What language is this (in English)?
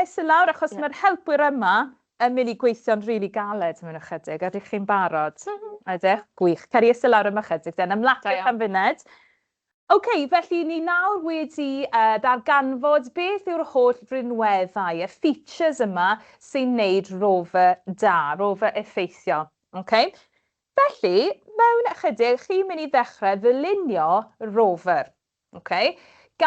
Welsh